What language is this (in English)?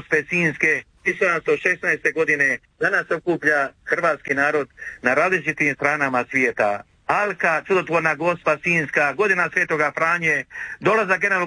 Croatian